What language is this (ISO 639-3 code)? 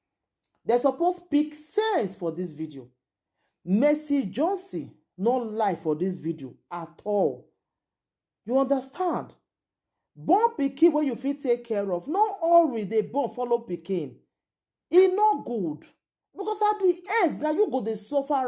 pcm